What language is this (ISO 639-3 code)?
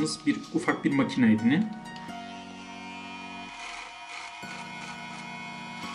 tur